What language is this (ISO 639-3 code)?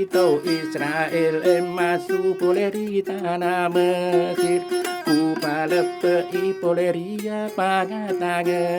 bug